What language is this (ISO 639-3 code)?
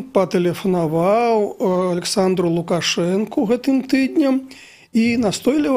bel